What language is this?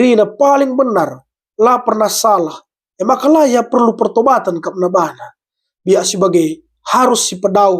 Batak Karo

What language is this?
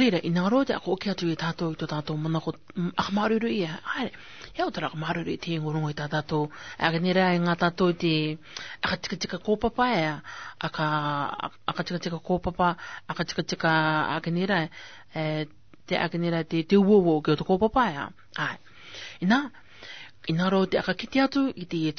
Rarotongan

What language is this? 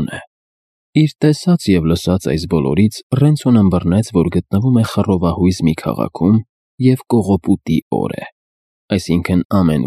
Armenian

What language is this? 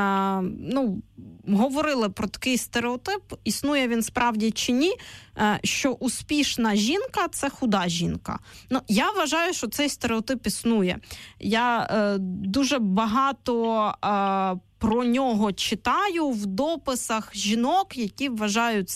Ukrainian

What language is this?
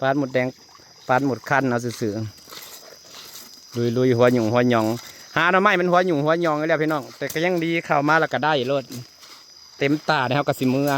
Northeastern Thai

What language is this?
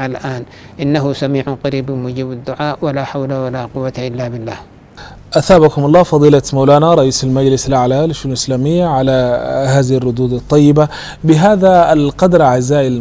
Arabic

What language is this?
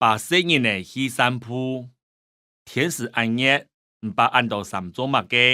Hakka Chinese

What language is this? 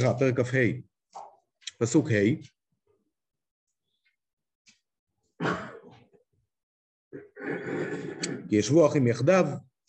Hebrew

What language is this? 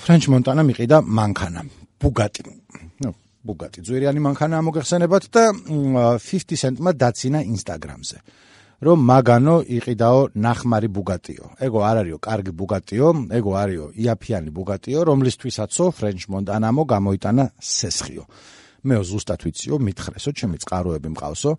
Georgian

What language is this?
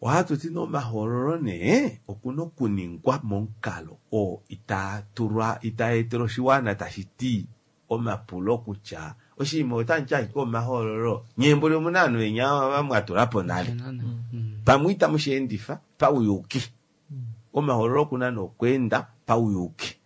Kuanyama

